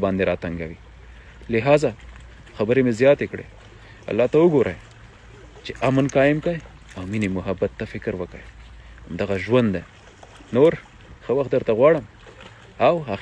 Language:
Pashto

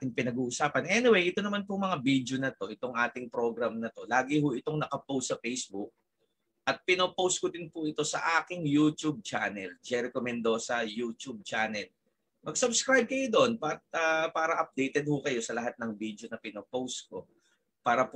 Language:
Filipino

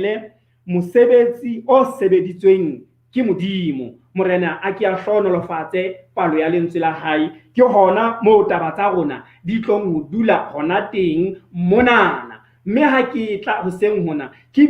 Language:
Southern Sotho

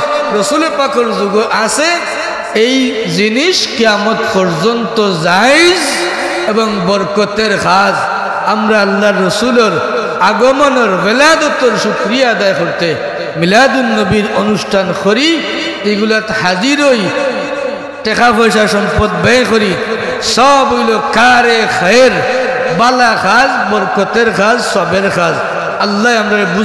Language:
Sylheti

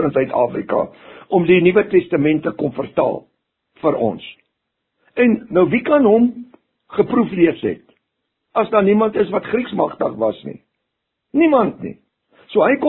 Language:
Afrikaans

